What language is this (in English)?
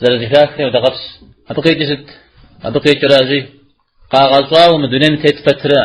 Kabardian